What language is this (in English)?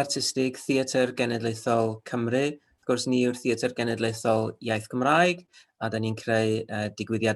Welsh